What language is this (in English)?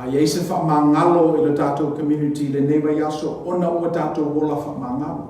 Samoan